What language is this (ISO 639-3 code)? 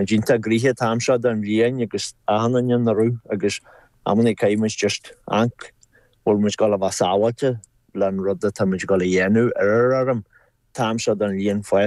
gle